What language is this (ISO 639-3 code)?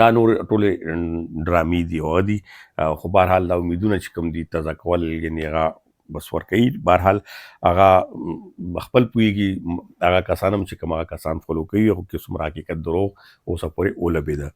pus